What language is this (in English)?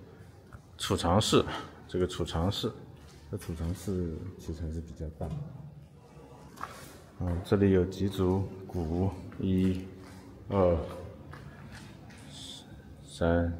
Chinese